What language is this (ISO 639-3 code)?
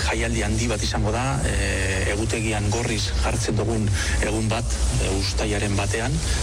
eus